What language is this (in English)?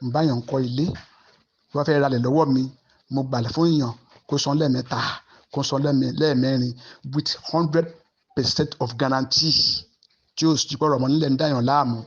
Yoruba